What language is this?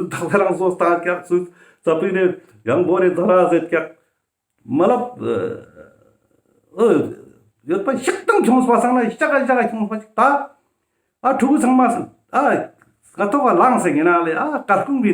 Ladakhi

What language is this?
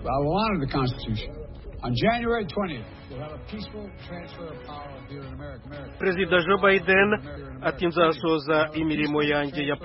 Kinyarwanda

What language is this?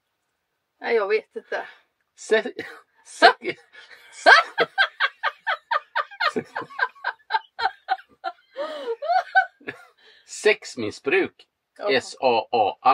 Swedish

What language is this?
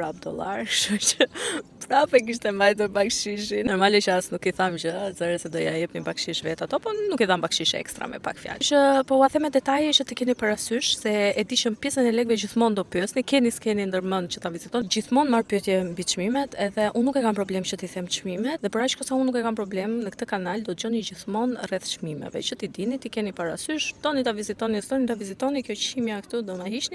Albanian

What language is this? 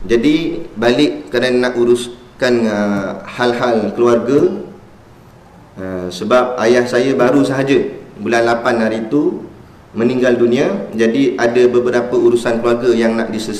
Malay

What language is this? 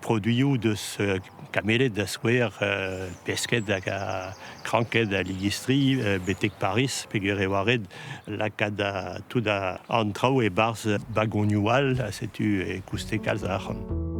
Breton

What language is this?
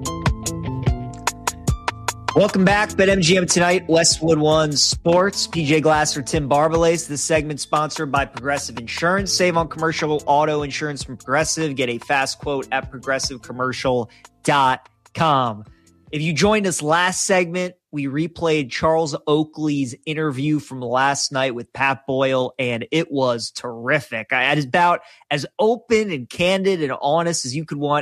English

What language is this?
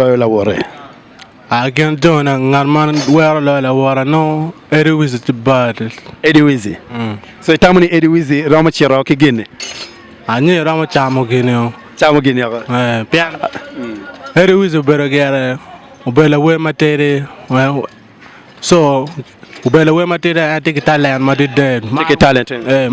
Acoli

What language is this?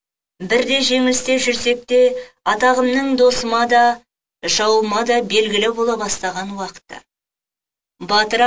Kazakh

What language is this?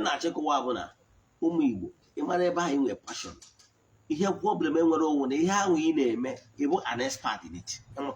Igbo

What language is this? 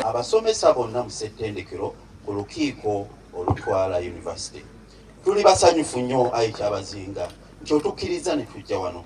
Soga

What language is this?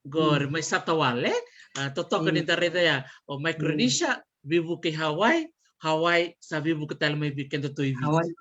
Fijian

